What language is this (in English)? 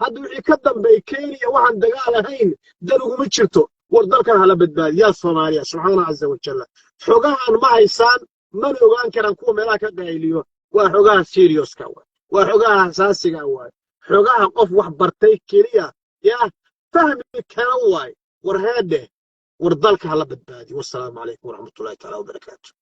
Somali